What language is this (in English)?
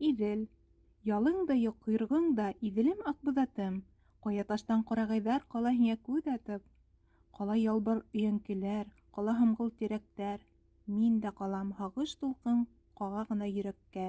Bashkir